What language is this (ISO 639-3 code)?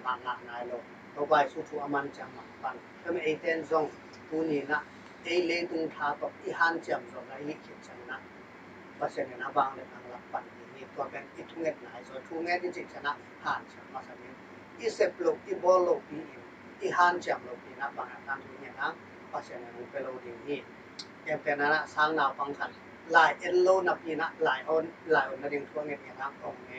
ctd